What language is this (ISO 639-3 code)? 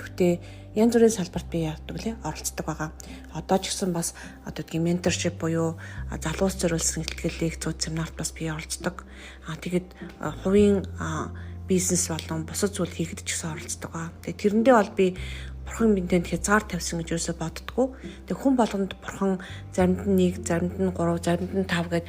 mon